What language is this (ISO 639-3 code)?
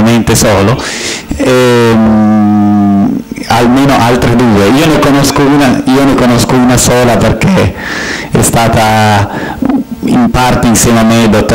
ita